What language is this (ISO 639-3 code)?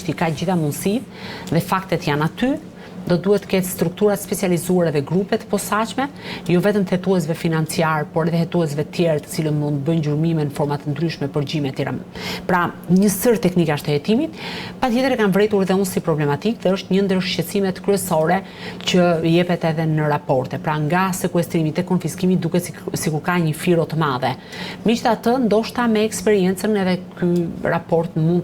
sqi